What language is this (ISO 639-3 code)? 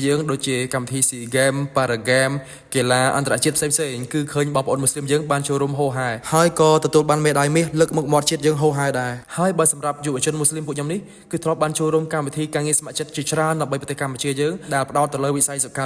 khm